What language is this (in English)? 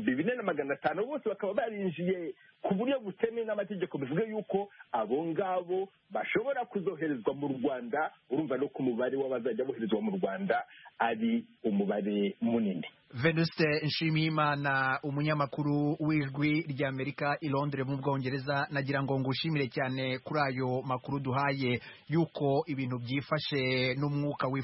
Kinyarwanda